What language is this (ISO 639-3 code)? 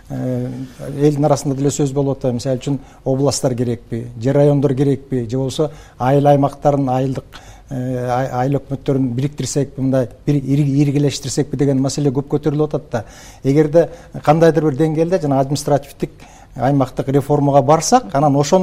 kir